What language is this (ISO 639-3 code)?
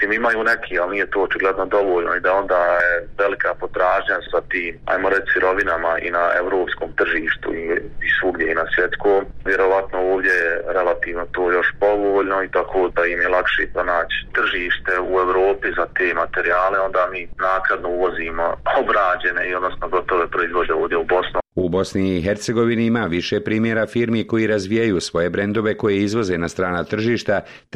bos